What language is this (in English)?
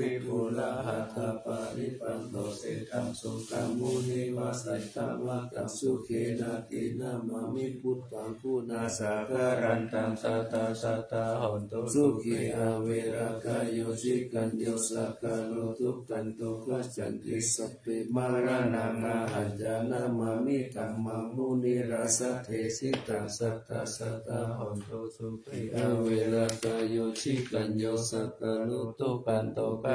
Pali